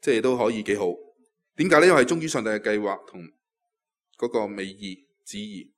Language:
Cantonese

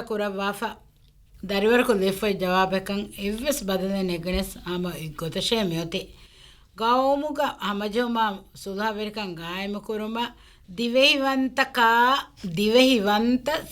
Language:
Divehi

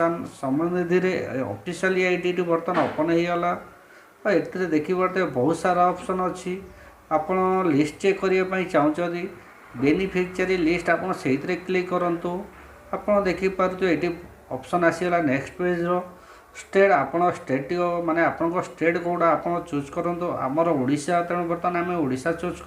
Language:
Odia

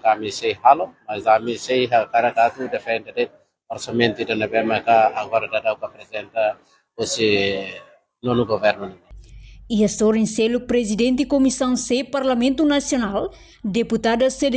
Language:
Tetum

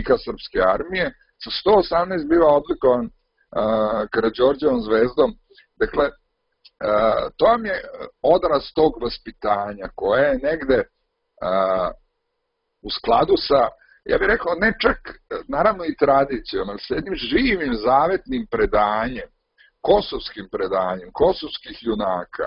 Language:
Serbian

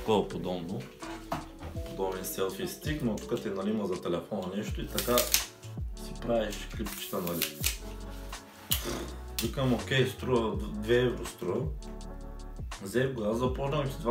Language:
Bulgarian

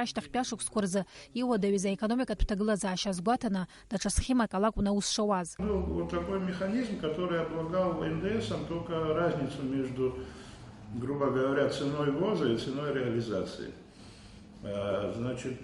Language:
Abkhazian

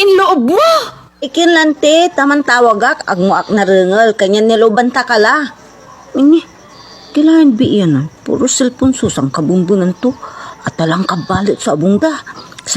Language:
Pangasinan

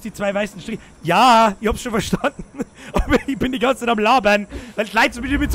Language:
Bavarian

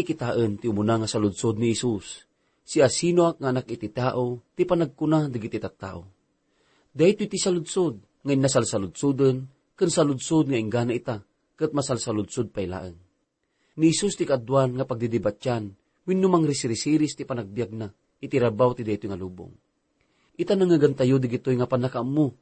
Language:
Iloko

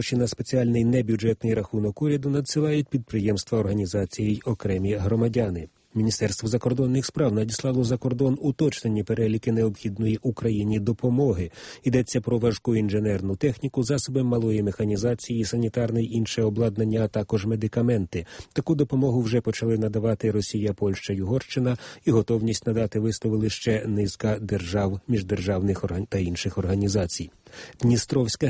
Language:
Ukrainian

